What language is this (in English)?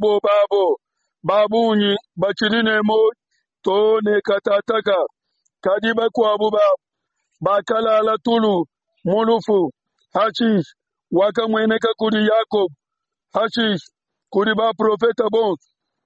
Luba-Lulua